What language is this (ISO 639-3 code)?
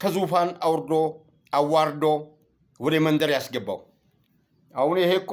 amh